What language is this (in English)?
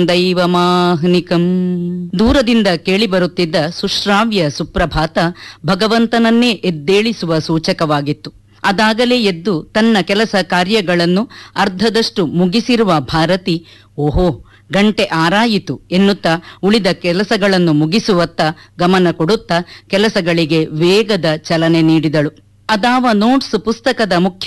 Kannada